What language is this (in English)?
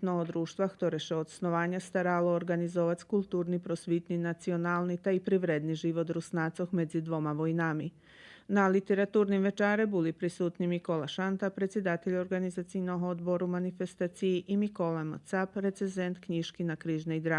Rusyn